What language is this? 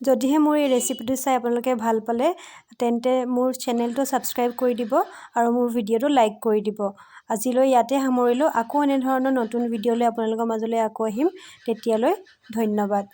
Assamese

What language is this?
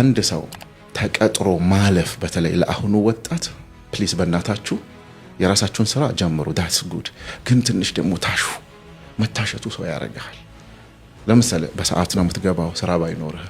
Amharic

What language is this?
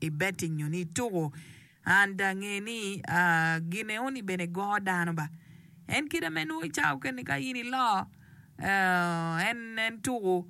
Acoli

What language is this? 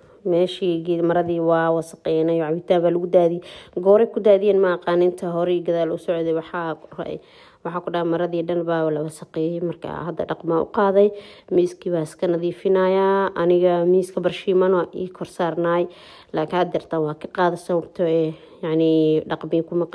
Somali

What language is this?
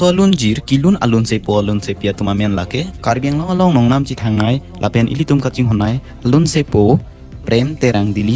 Karbi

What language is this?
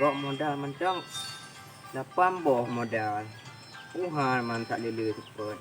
Achinese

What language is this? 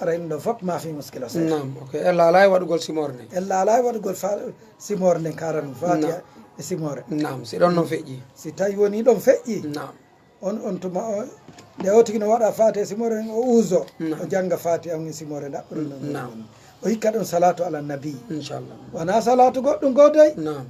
Fula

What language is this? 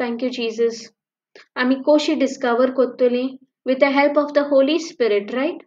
Konkani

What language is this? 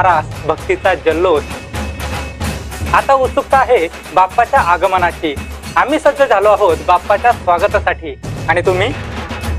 Marathi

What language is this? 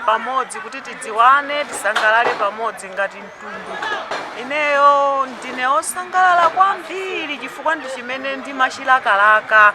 Nyanja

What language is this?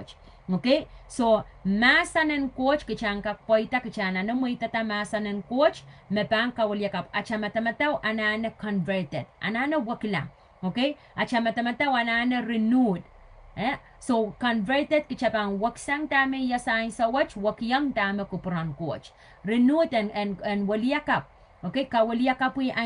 Pohnpeian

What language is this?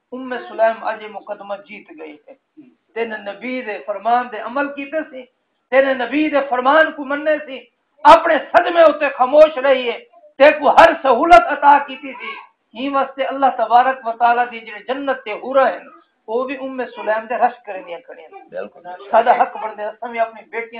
Saraiki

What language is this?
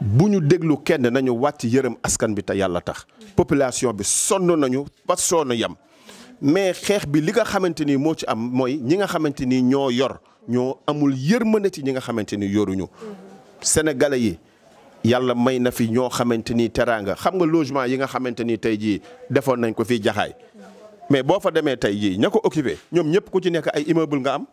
Wolof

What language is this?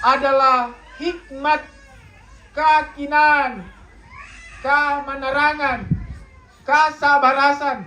Toraja-Sa'dan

